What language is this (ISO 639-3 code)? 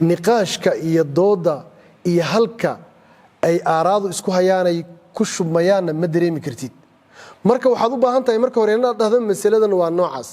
som